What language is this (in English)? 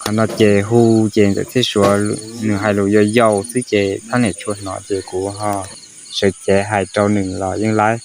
Hmong